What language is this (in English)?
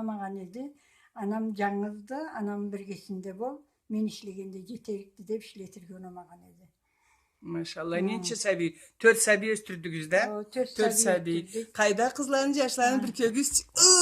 Karachay-Balkar